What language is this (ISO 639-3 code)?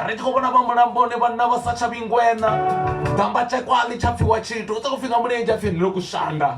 ven